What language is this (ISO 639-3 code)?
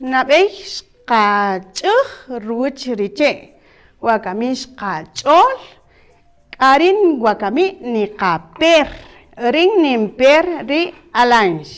cak